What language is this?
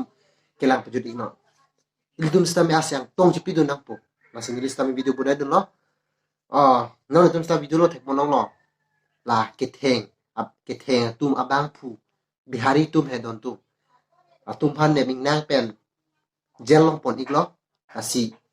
Karbi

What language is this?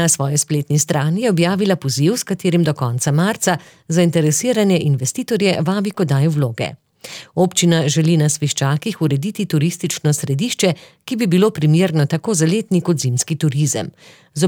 Slovenian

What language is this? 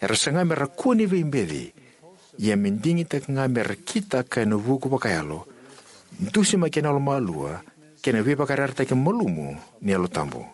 Fijian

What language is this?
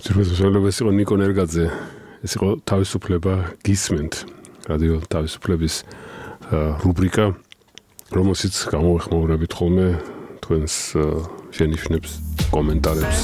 Georgian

